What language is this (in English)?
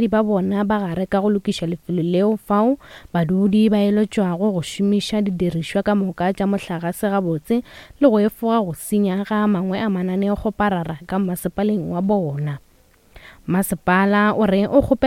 Northern Sotho